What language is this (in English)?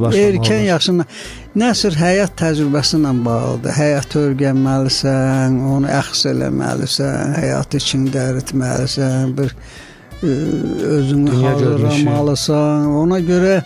Azerbaijani